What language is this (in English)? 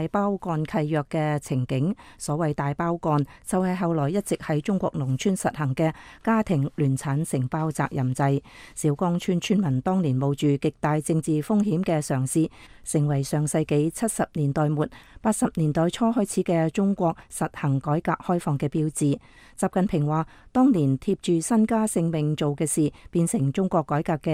Cantonese